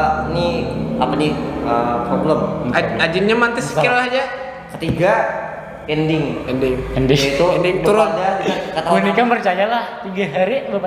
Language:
Banjar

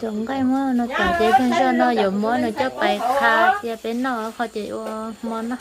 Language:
Hmong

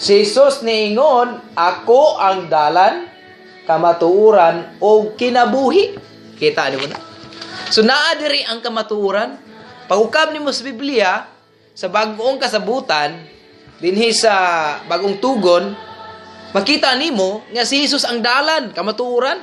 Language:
Cebuano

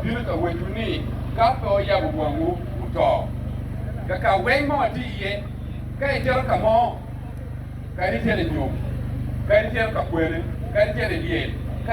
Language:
Acoli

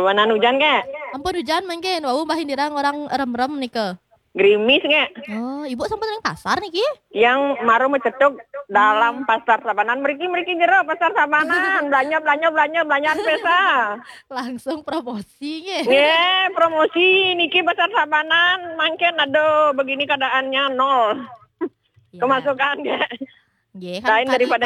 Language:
Balinese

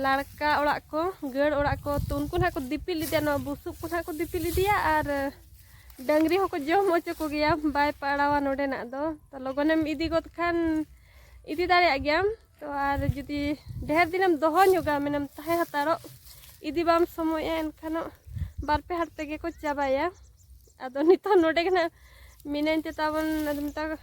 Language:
Santali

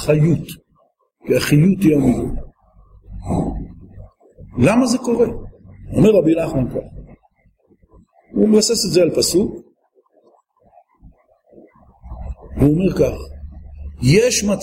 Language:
Hebrew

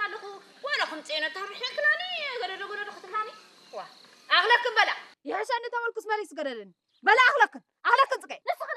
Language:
Tigrinya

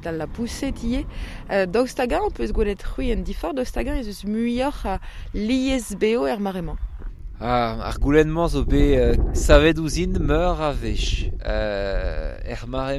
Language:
Breton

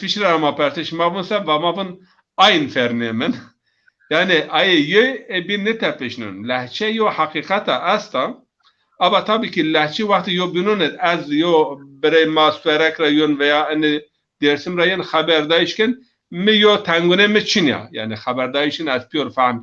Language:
Zaza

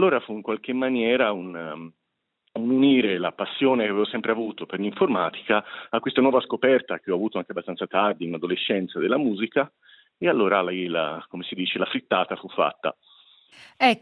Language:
Italian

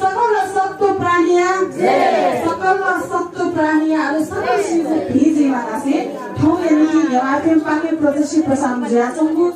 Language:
Newari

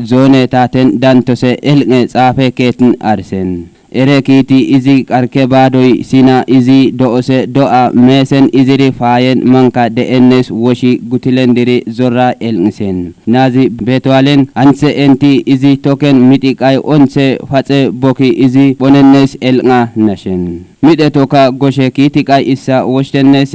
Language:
Kafa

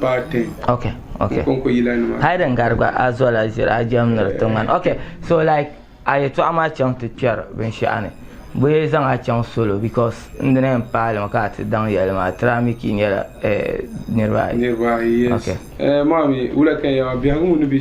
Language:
Dagbani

